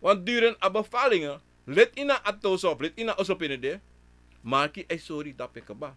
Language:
Sranan Tongo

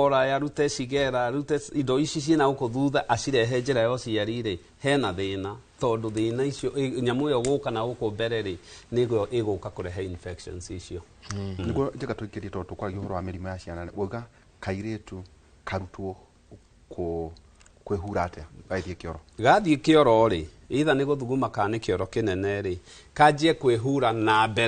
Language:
Kikuyu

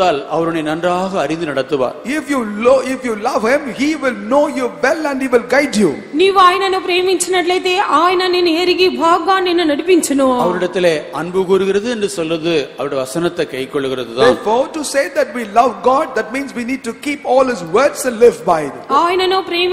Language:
Tamil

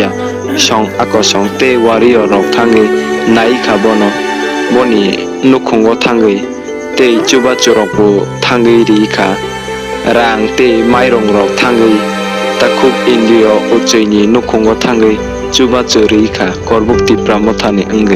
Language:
Kok Borok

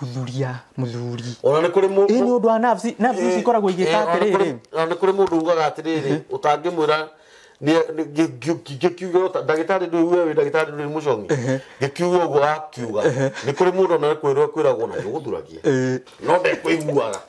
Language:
Kikuyu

